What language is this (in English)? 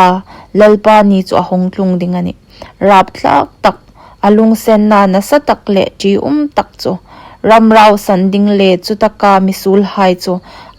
Hmar